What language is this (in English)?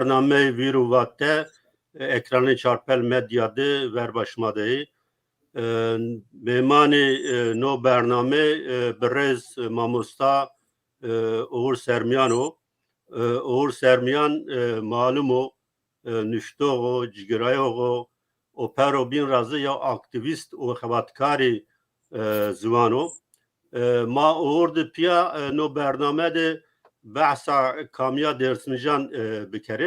Zaza